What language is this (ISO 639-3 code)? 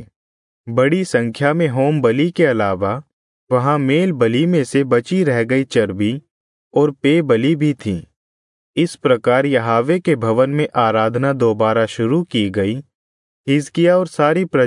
hin